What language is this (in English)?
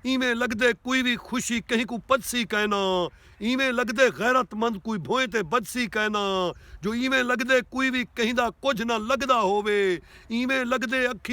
Saraiki